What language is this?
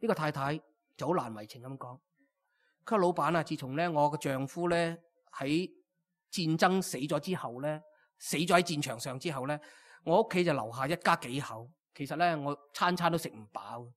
Cantonese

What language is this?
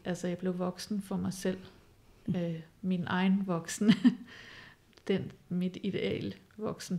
Danish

